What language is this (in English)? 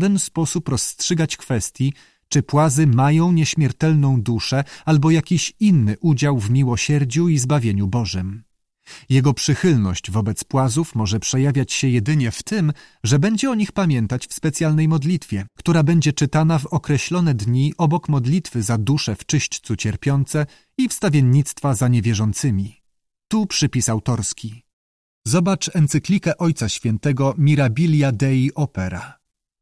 Polish